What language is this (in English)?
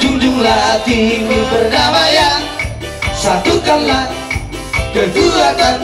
Batak Toba